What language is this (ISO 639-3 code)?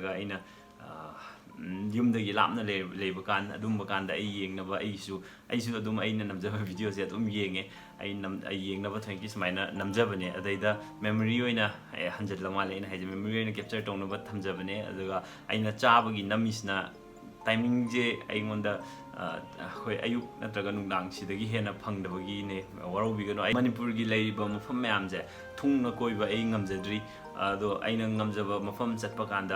mni